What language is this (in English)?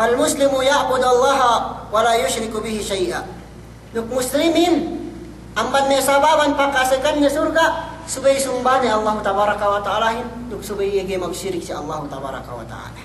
Yakan